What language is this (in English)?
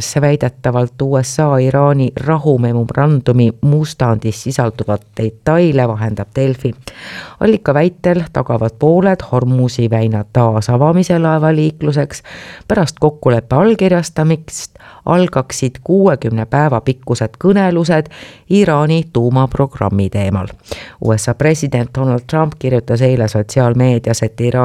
Estonian